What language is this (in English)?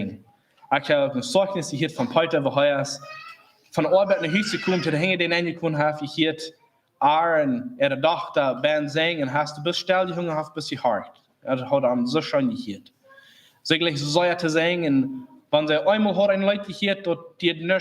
Plautdietsch